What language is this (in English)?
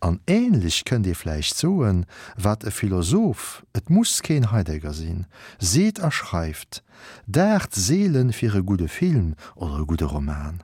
Luxembourgish